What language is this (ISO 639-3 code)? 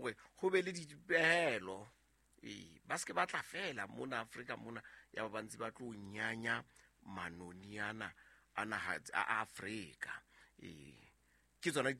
sot